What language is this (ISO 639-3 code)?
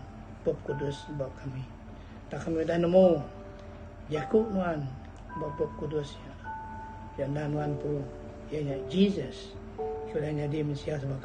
iba